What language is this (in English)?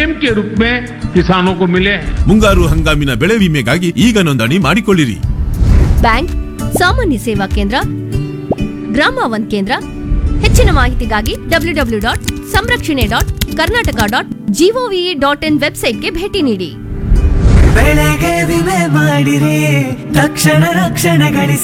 Kannada